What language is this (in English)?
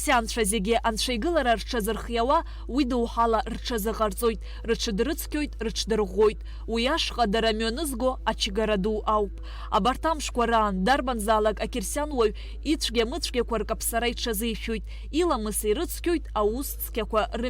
Abkhazian